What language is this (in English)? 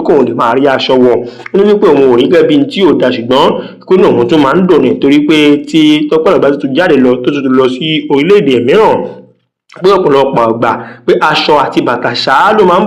Yoruba